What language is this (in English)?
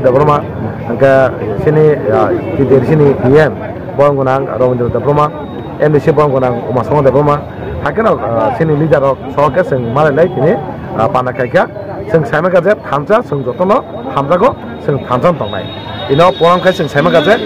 Kok Borok